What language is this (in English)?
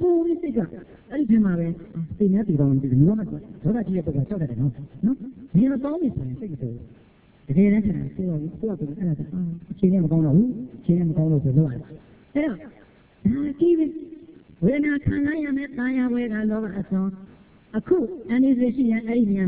Burmese